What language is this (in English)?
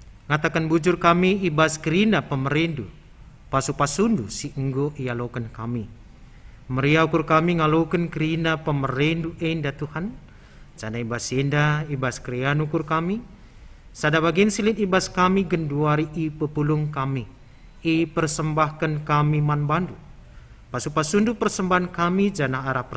Batak Karo